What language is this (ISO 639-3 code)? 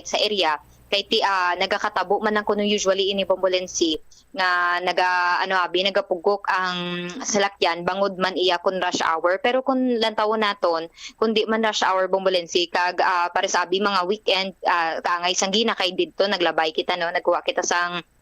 hil